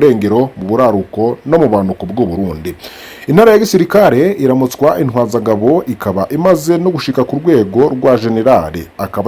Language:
Rundi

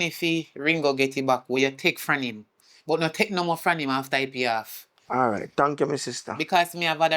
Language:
Jamaican Creole English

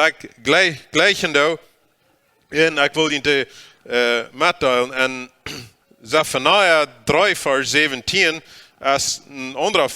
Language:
Plautdietsch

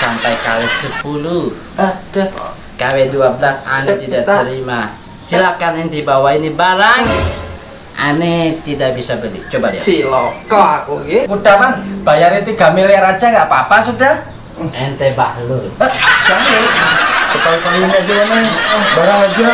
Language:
Banjar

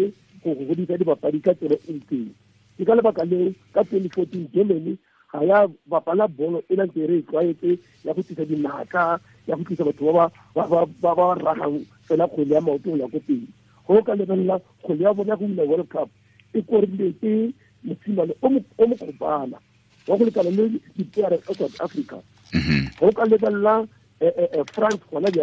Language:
Tswana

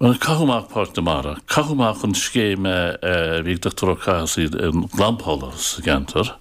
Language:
Irish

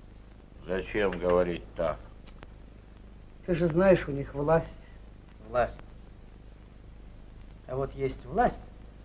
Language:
Russian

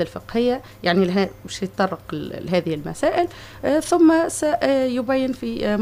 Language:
Tunisian Arabic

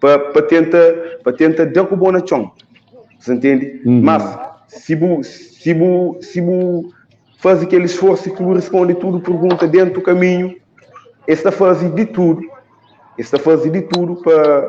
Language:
Kabuverdianu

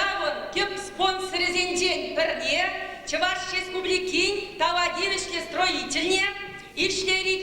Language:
Chuvash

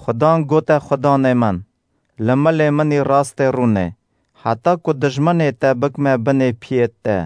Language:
Kurdish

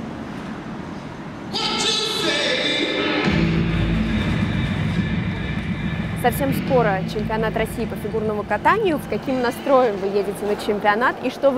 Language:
Russian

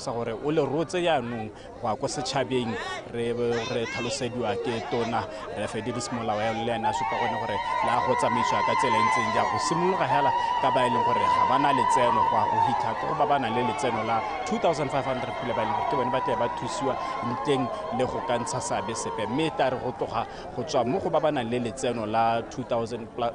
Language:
Tswana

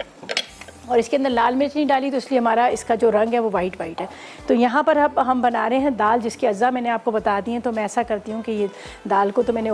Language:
Hindi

